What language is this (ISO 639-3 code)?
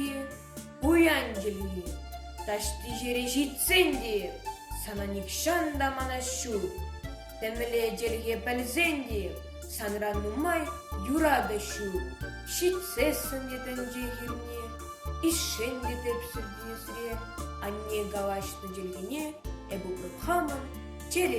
chv